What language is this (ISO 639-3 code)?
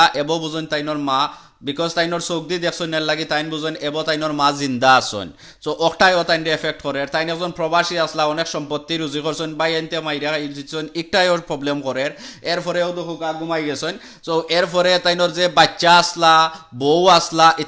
syl